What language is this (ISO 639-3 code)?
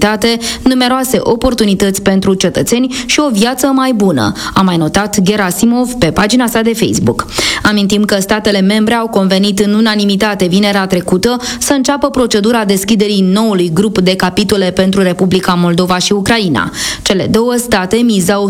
ron